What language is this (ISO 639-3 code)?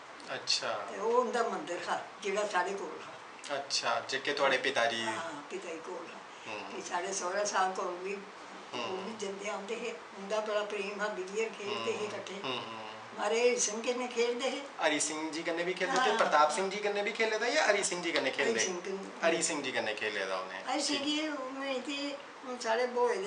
doi